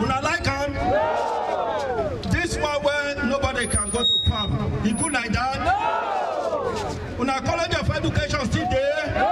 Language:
Nigerian Pidgin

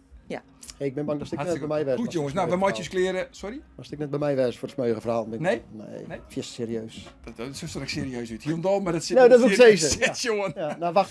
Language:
Western Frisian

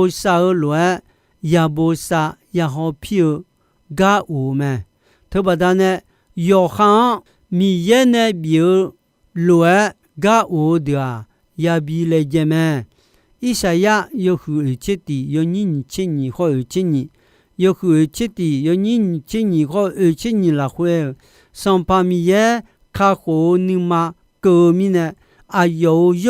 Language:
Akha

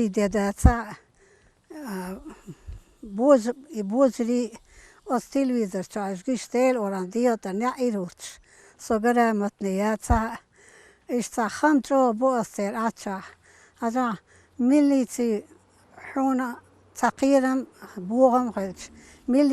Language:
Chechen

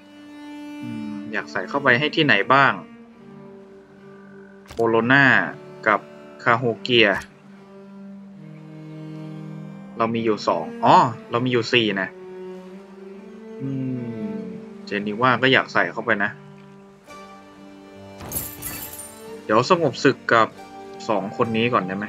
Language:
Thai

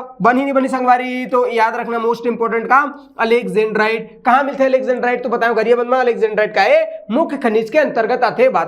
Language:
Chhattisgarhi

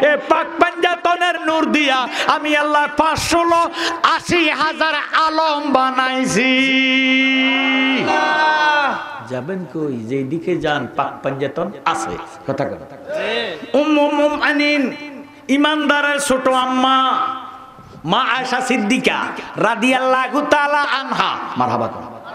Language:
Bangla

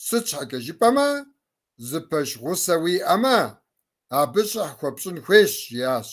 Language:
Kabardian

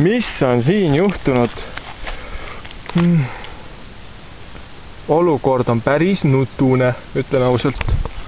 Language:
Estonian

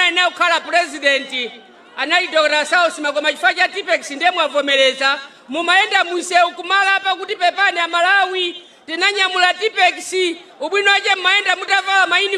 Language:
Nyanja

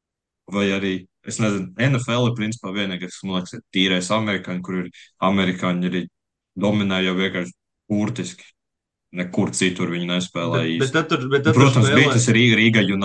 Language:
Latvian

